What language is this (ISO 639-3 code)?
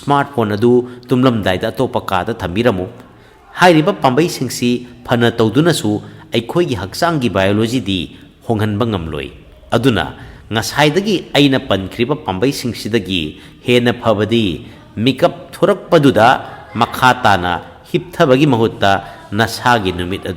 mni